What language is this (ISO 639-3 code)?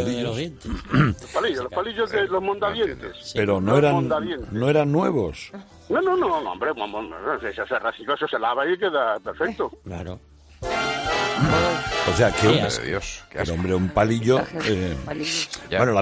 spa